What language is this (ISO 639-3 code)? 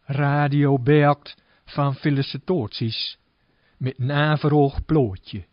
gos